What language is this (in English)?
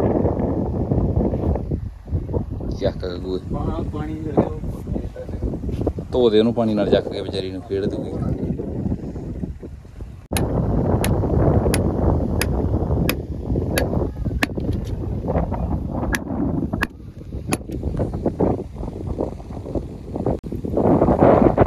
Punjabi